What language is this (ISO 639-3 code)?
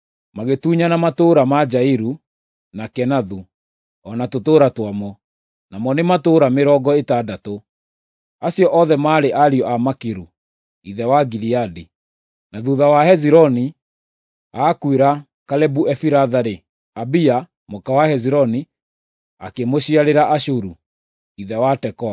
kik